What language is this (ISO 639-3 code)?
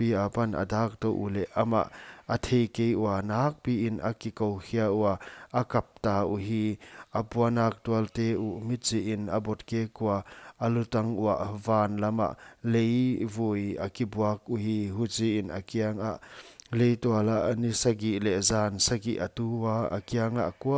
pck